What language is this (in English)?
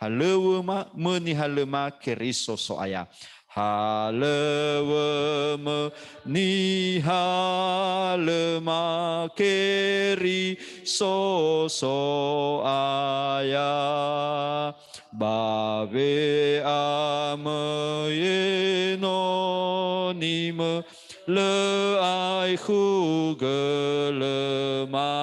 Nias